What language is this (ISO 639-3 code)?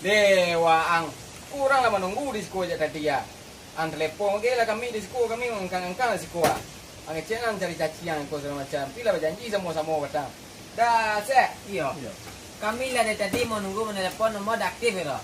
min